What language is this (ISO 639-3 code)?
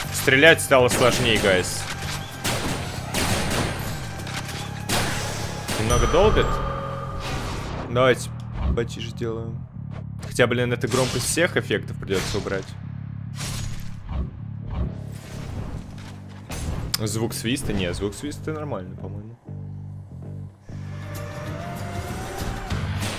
rus